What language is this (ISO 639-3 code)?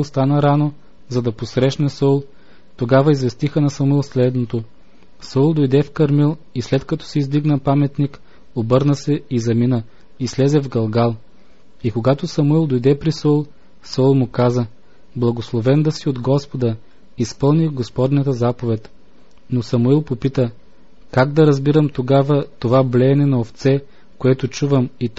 bul